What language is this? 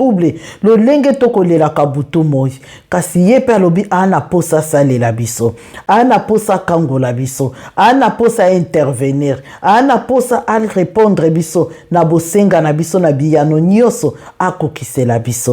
Lingala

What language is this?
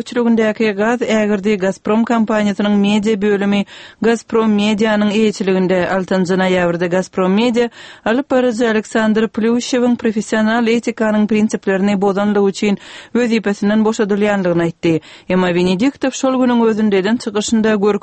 Turkmen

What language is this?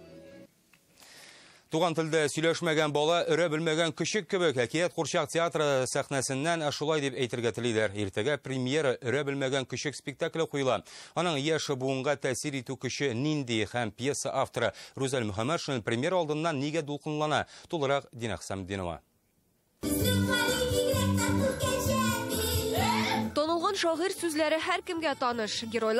Tatar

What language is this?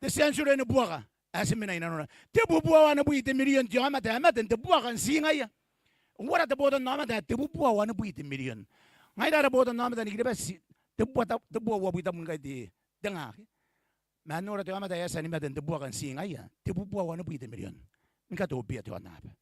Gilbertese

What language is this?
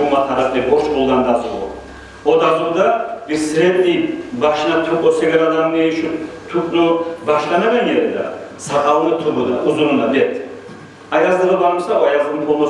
Kumyk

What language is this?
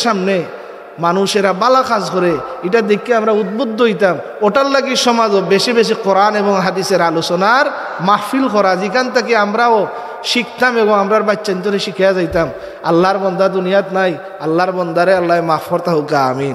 Sylheti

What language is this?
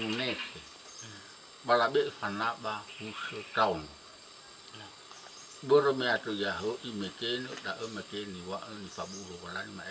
Nias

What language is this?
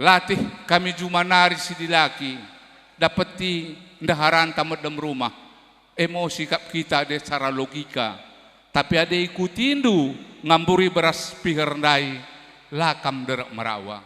Batak Karo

